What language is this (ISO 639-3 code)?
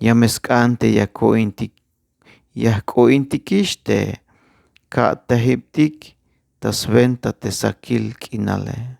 tzh